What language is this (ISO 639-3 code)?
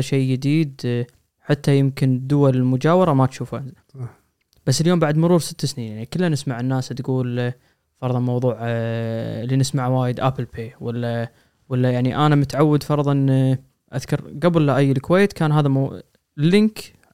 afb